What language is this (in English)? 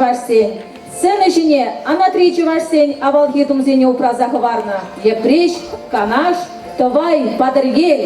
Chuvash